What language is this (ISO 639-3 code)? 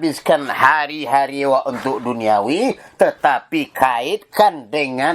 min